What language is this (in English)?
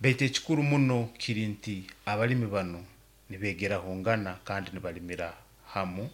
Nyoro